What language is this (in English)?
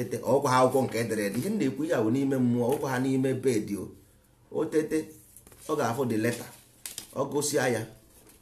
Igbo